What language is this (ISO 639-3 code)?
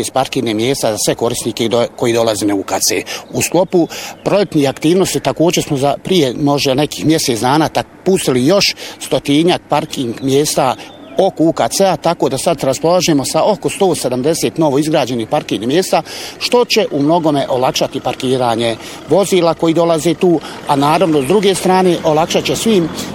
bos